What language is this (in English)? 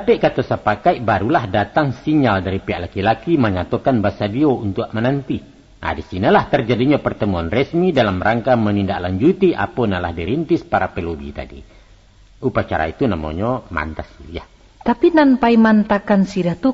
Minangkabau